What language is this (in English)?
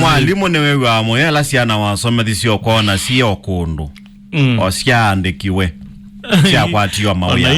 Kamba